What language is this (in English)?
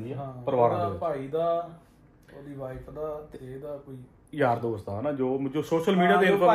Punjabi